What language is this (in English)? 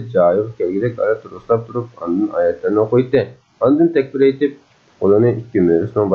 Uyghur